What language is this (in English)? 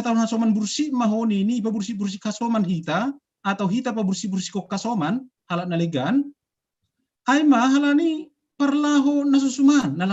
Batak Simalungun